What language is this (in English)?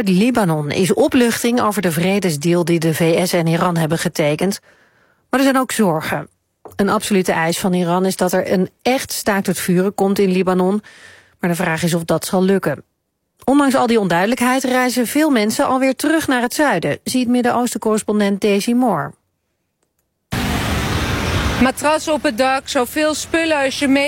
Dutch